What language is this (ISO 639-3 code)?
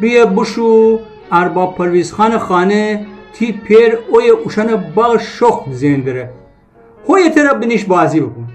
glk